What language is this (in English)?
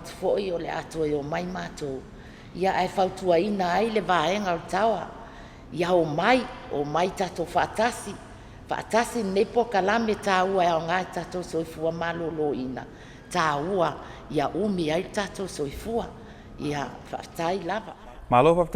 Samoan